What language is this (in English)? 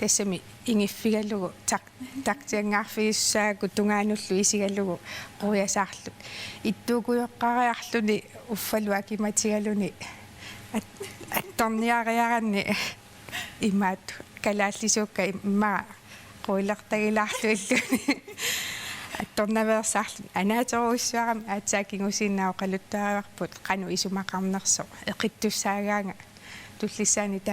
Kalaallisut